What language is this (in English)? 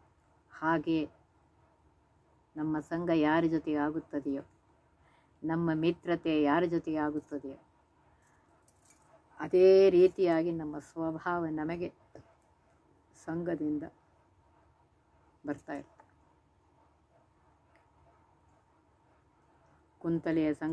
Kannada